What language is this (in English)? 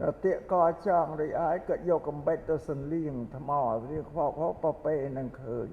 Khmer